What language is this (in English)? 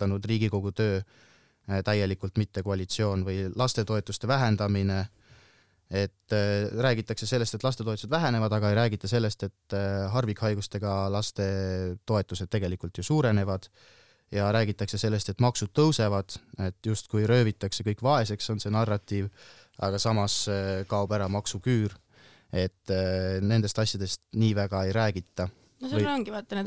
Estonian